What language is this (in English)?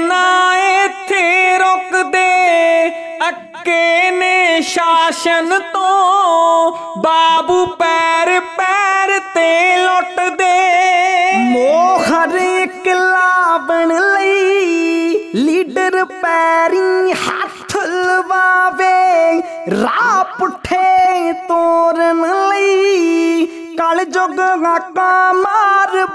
Punjabi